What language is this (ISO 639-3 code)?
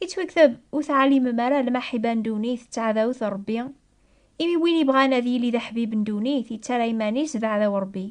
kab